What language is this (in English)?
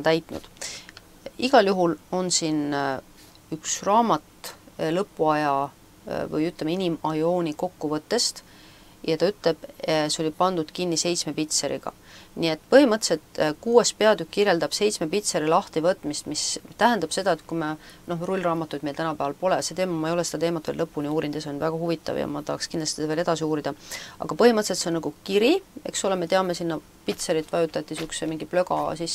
Estonian